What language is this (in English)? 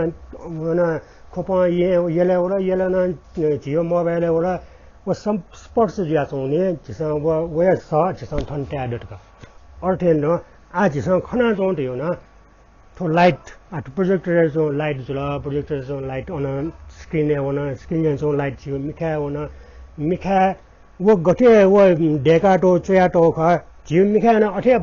Newari